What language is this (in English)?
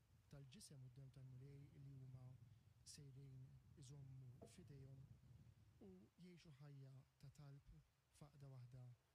Maltese